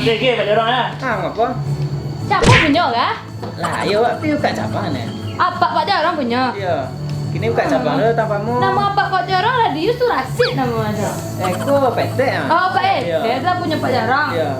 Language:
Minangkabau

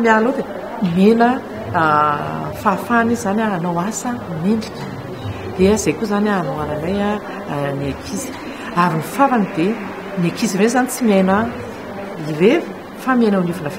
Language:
Malagasy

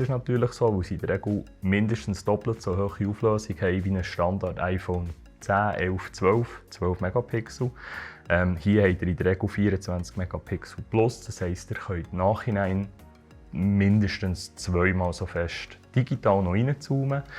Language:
Swiss German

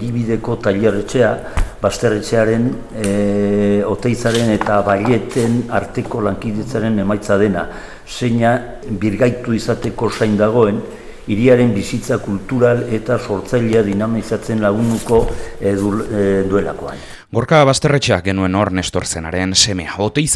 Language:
Basque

